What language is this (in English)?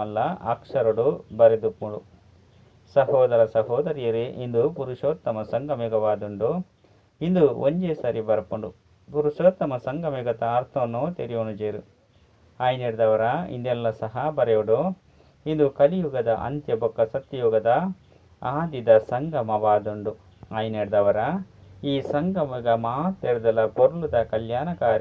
Tulu